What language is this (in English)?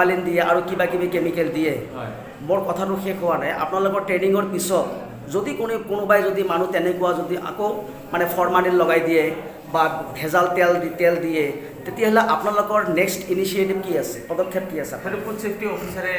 Assamese